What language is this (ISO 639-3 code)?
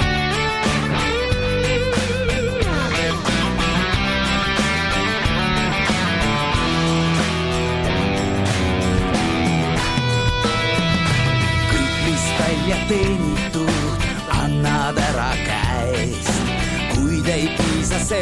est